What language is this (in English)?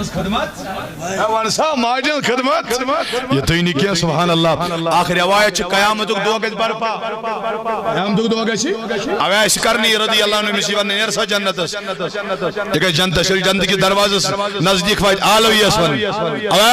Kashmiri